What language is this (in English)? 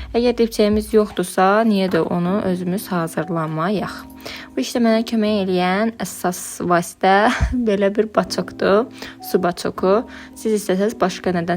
Azerbaijani